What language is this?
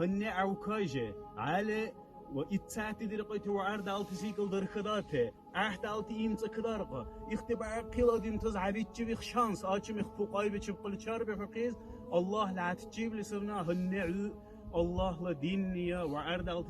Dargwa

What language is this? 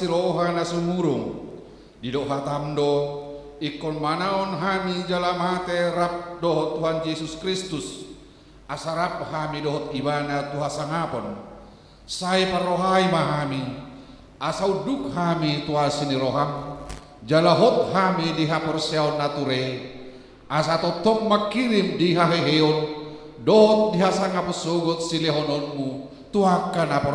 Batak Toba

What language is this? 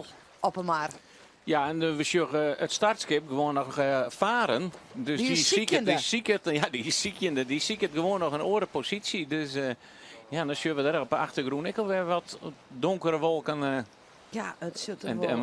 Western Frisian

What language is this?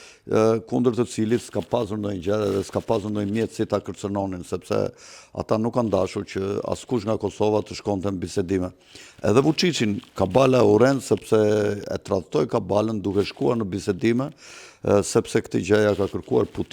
Albanian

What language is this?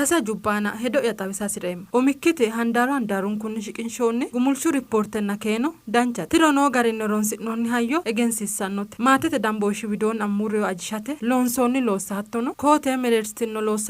Sidamo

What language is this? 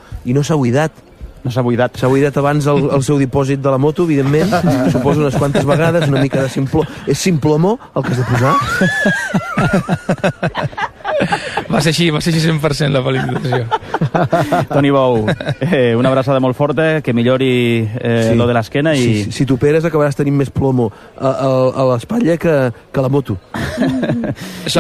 Catalan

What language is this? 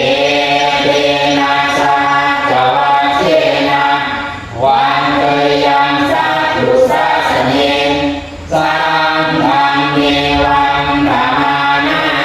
Pali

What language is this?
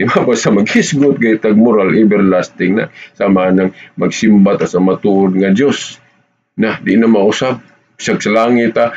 Cebuano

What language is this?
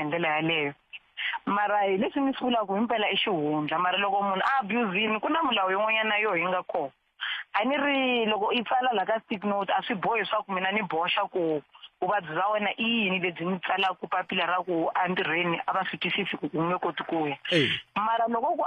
Tsonga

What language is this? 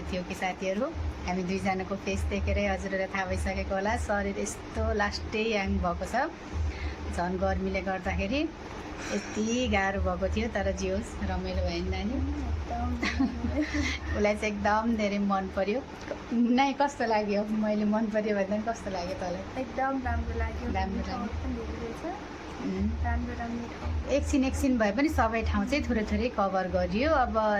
Nepali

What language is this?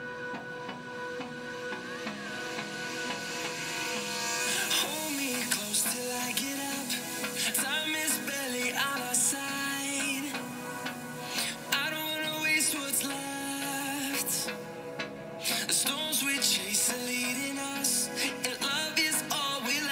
English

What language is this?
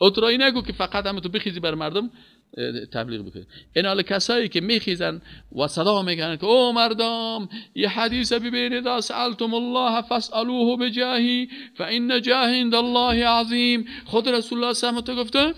Persian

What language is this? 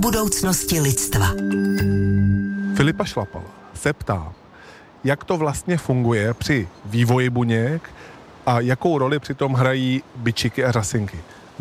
Czech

